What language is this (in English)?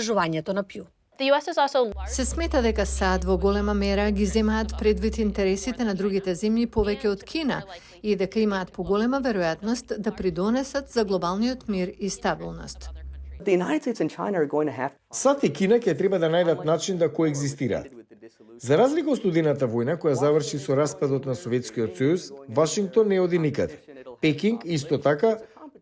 Macedonian